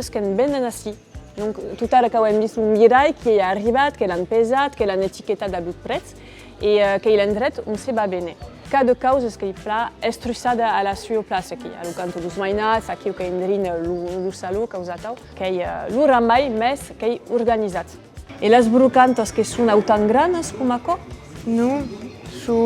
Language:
Occitan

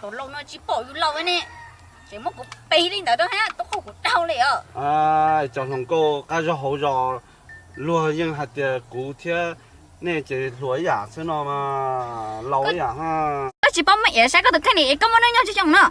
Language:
Hmong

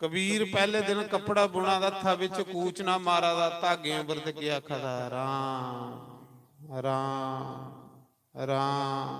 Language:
Dogri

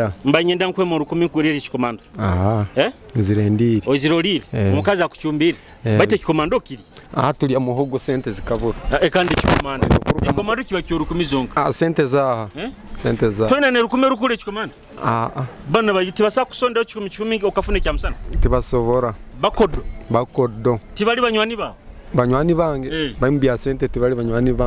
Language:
Nyoro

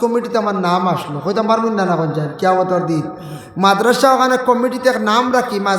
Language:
Sylheti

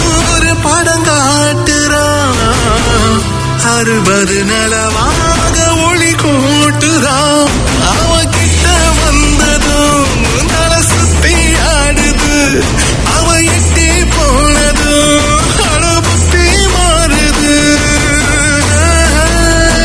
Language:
Tamil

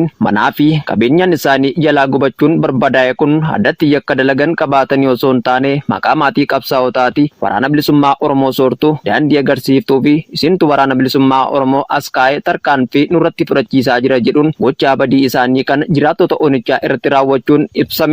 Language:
Oromo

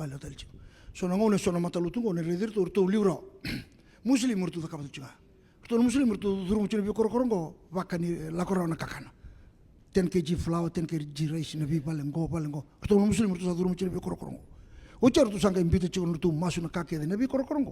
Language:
Fijian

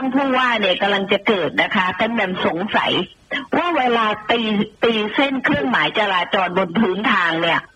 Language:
Thai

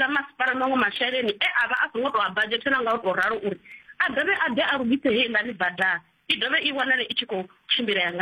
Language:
Venda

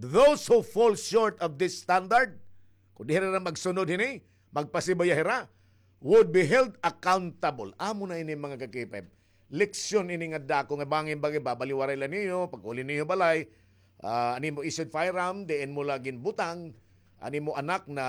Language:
Waray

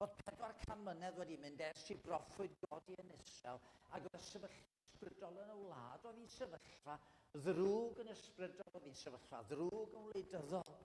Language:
Welsh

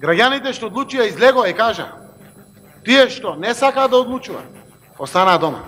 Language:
Macedonian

